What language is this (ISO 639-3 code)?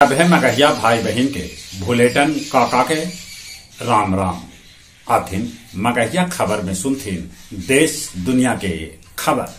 mag